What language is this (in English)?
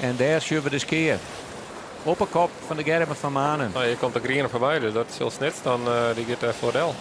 Western Frisian